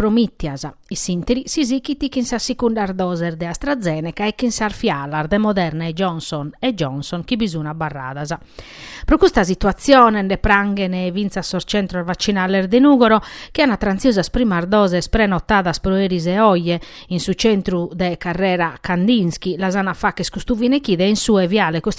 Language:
Sardinian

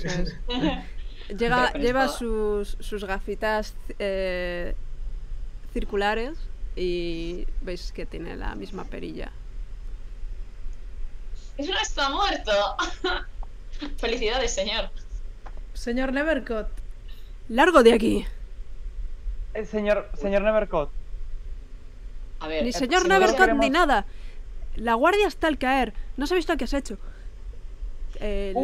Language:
Spanish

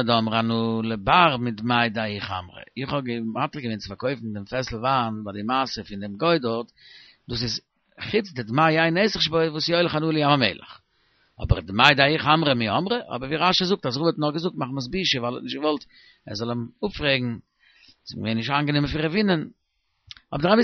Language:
Yiddish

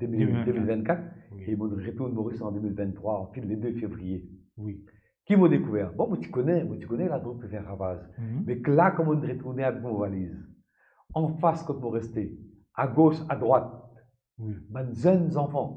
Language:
Morisyen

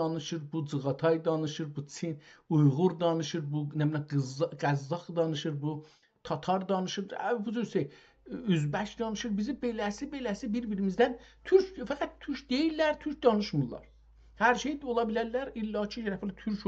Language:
South Azerbaijani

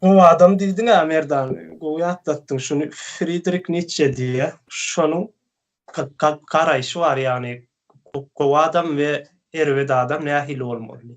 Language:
Turkmen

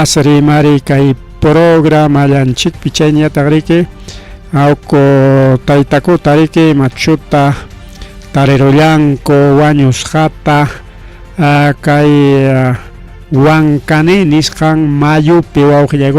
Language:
Ayacucho Quechua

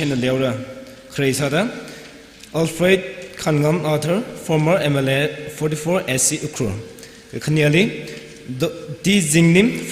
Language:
Tangkhul Naga (India)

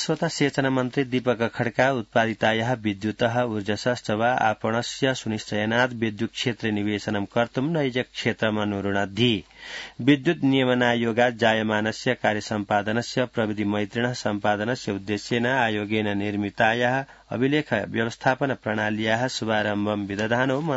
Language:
Sanskrit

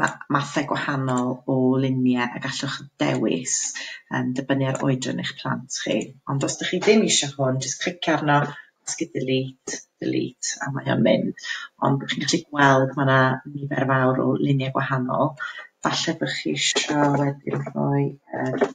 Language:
Welsh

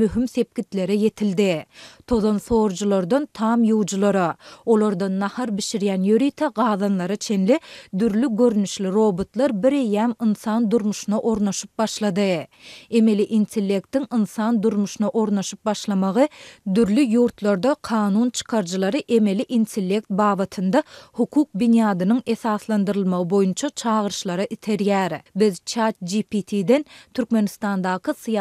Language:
Turkmen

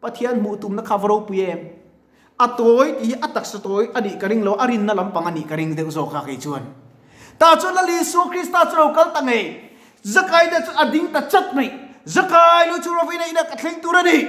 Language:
Mizo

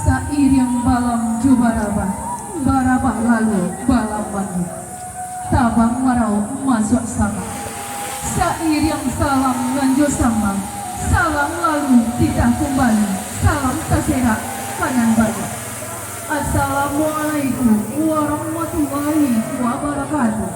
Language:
Minangkabau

